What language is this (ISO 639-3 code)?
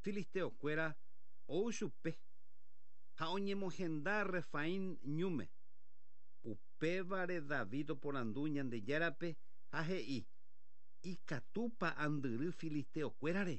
grn